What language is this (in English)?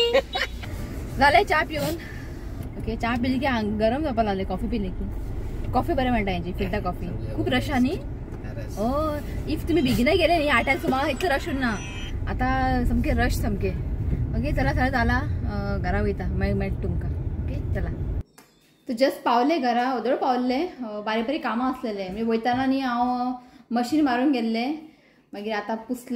Konkani